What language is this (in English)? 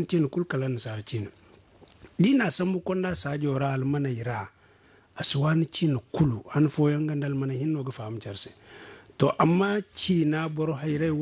Zarma